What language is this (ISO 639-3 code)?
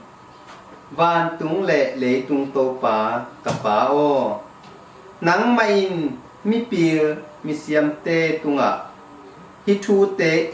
ctd